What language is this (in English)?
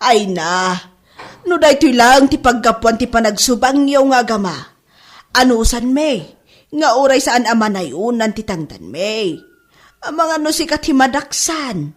Iloko